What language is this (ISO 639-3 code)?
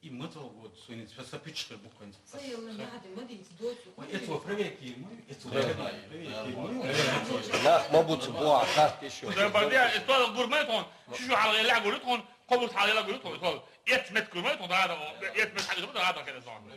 che